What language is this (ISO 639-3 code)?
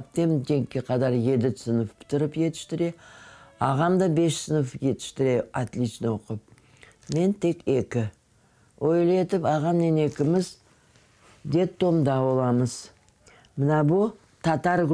crh